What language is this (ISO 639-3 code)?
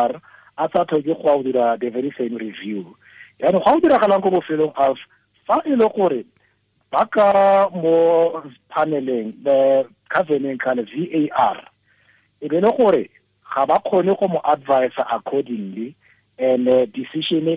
tsn